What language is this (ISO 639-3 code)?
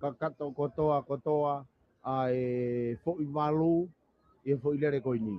ton